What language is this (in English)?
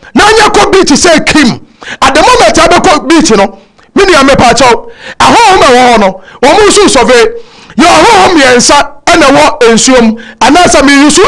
Akan